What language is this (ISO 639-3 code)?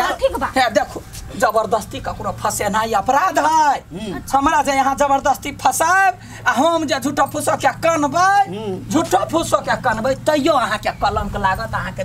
mai